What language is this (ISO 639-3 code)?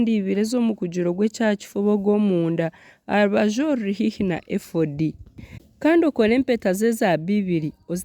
nyn